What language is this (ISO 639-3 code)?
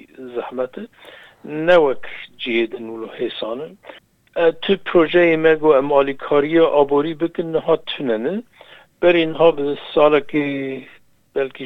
kur